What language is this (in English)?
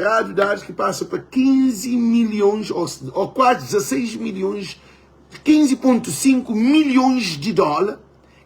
Kabuverdianu